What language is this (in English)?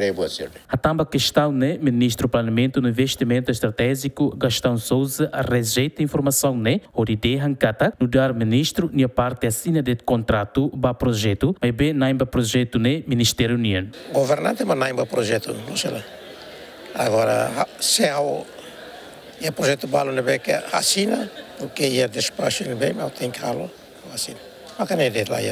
Tetum